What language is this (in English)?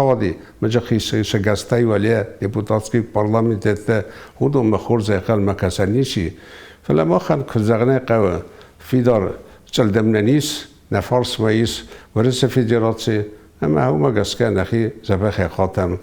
Ossetic